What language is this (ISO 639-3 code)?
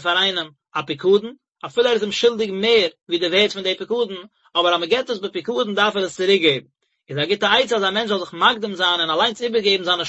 yid